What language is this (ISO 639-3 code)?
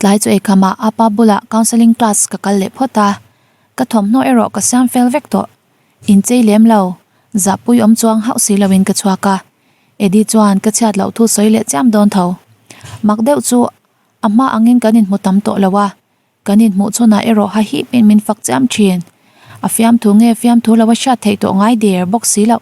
lus